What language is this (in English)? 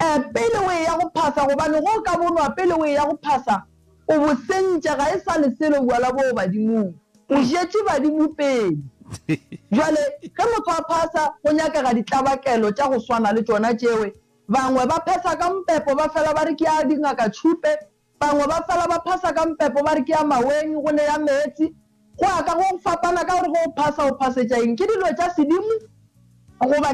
Northern Sotho